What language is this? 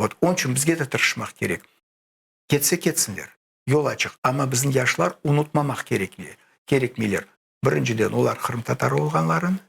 Crimean Tatar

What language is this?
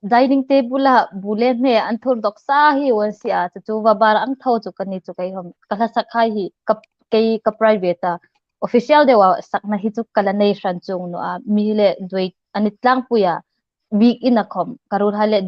Hmar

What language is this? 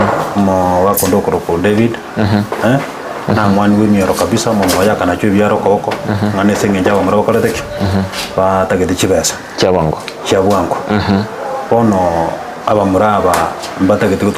Gusii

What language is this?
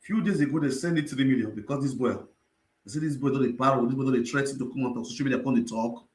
Nigerian Pidgin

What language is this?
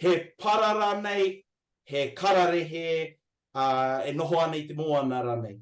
Māori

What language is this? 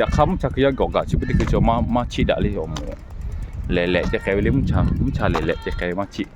Lahu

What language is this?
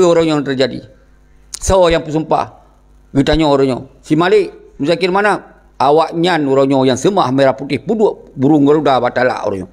Achinese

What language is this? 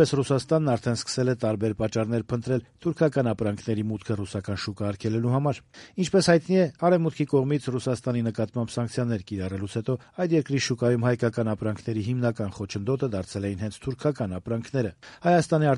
Armenian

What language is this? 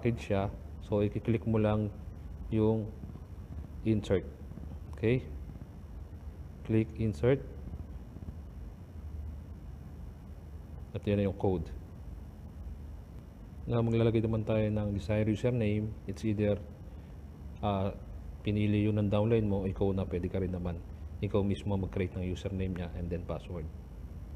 Filipino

